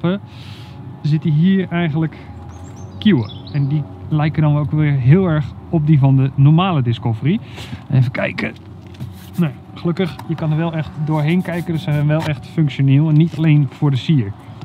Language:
Dutch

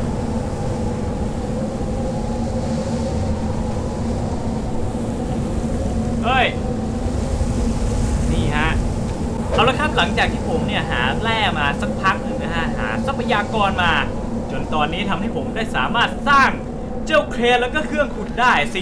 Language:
Thai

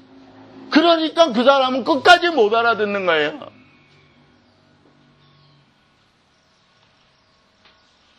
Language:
Korean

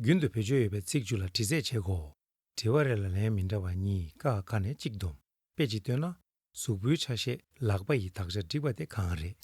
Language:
Tibetan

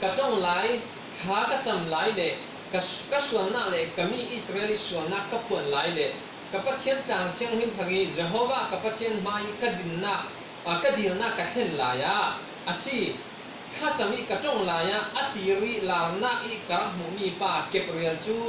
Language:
Falam Chin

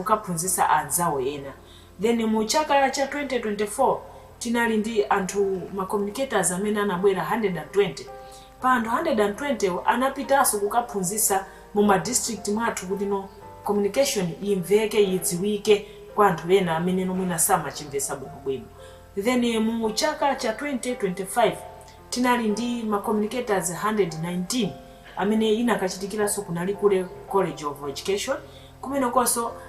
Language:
Nyanja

